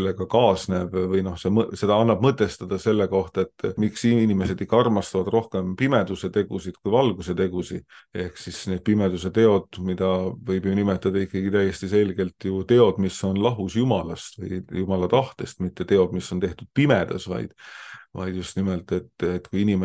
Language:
Estonian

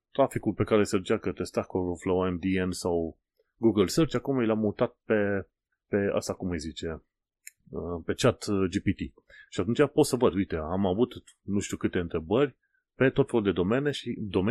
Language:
Romanian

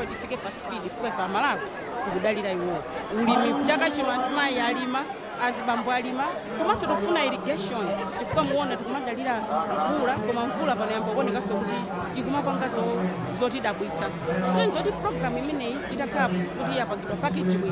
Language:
Nyanja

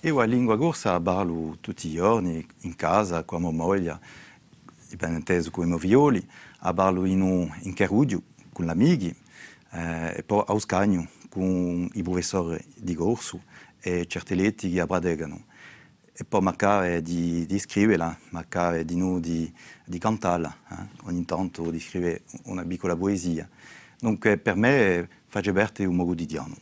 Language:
Corsican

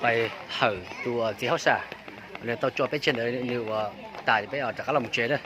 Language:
Hmong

